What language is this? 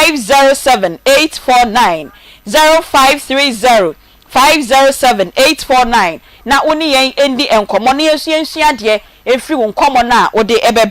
Akan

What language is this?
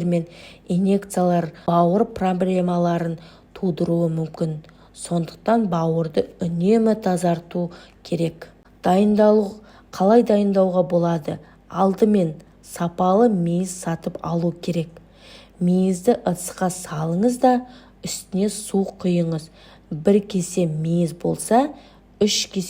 Kazakh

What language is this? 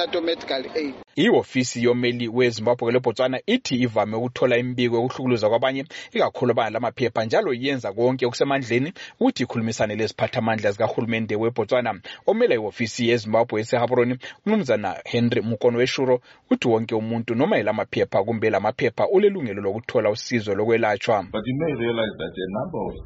North Ndebele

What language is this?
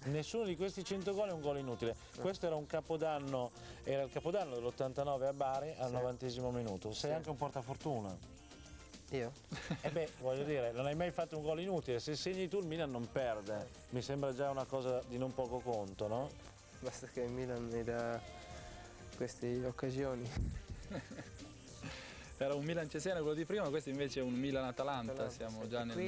Italian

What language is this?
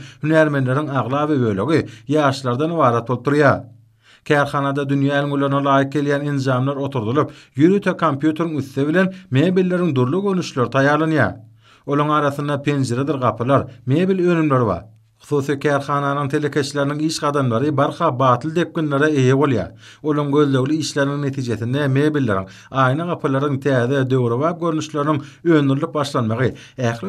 Turkmen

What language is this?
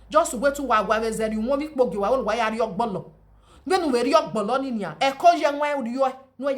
Nigerian Pidgin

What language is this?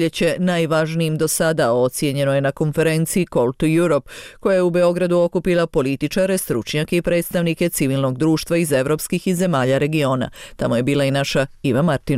Bosnian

